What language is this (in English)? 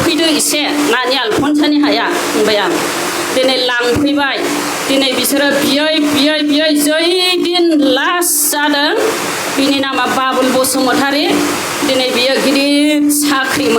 Bodo